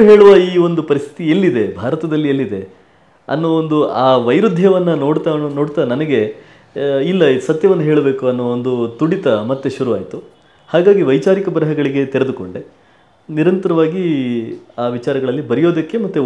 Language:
Kannada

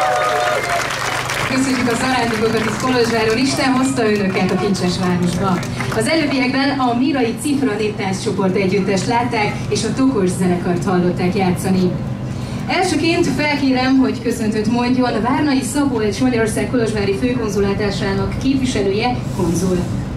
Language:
Hungarian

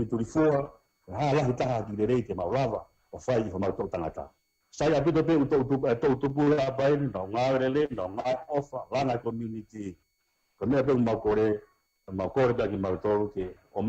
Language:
Tongan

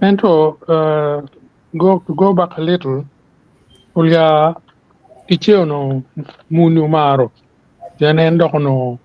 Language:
Acoli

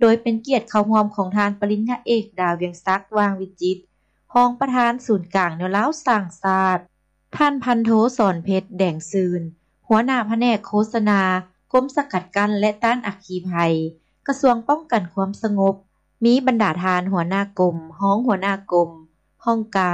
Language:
Lao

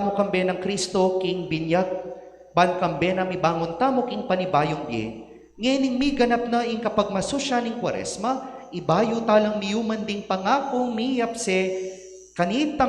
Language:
Pampanga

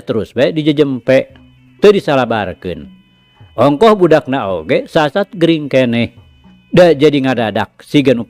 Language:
Sundanese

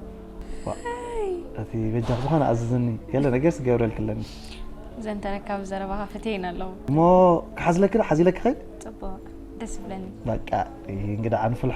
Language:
Tigrinya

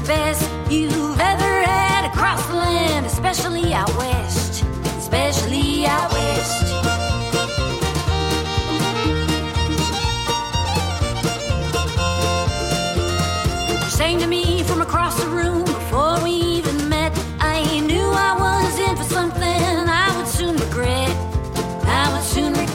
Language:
English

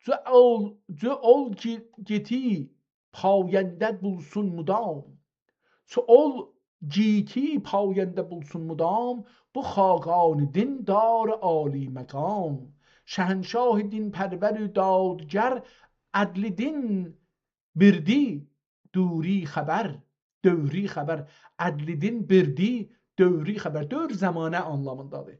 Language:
South Azerbaijani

